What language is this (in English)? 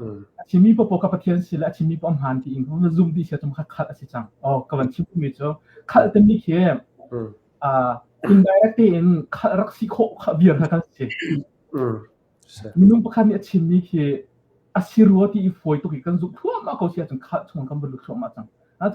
Hakha Chin